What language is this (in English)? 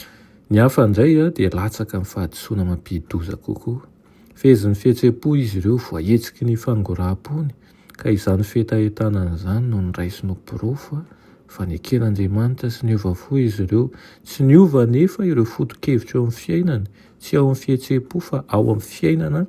Malagasy